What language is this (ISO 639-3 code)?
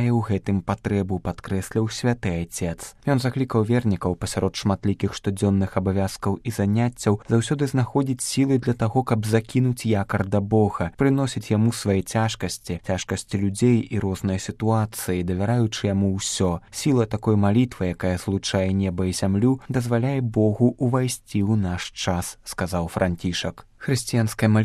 bel